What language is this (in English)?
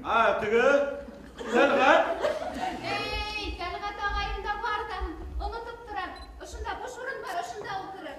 Bashkir